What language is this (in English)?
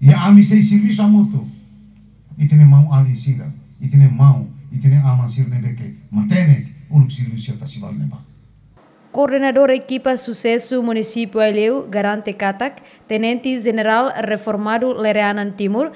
Tetum